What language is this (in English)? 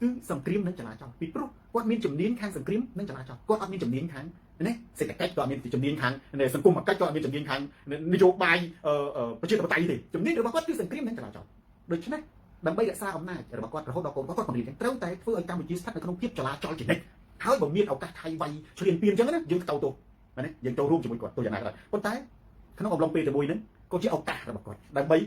Khmer